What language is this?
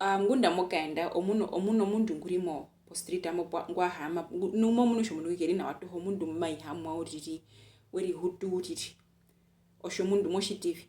Herero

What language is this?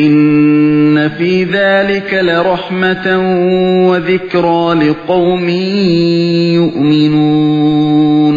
Uyghur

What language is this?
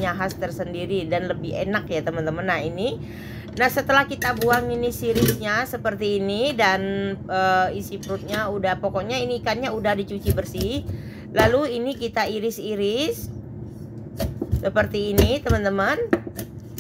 Indonesian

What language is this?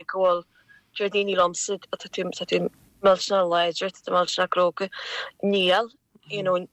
Irish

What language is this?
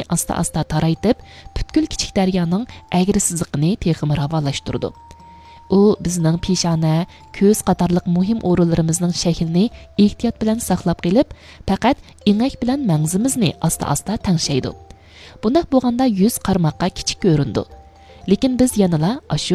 Uyghur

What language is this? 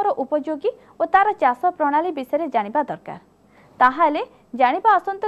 Odia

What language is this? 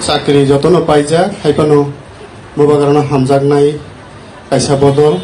Kok Borok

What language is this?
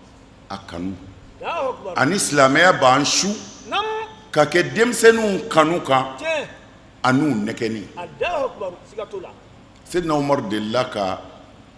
Bambara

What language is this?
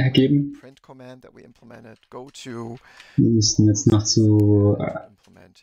German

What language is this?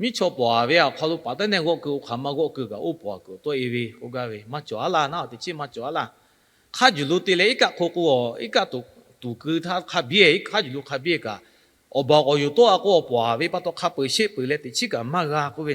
Lahu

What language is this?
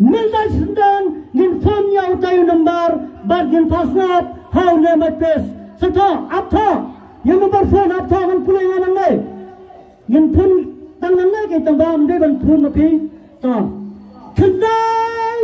Khasi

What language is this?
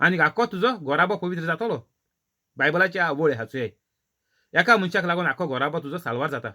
Konkani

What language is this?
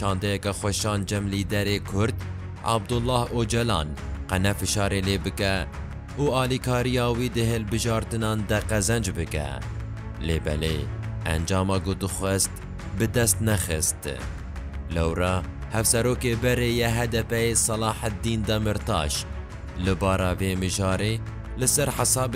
Kurdish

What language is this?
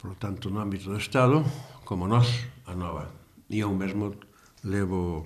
Galician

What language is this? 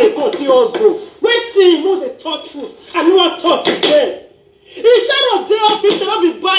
Nigerian Pidgin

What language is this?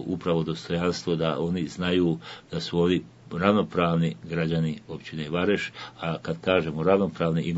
Bosnian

